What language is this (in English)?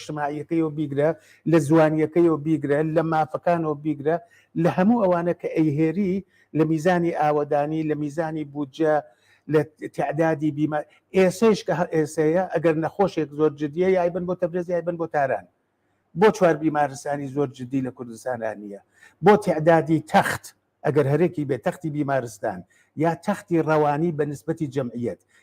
Central Kurdish